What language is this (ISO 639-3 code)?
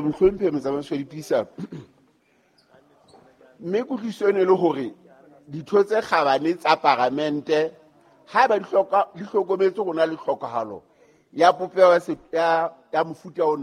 sot